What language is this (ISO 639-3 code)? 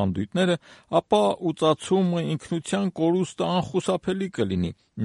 hye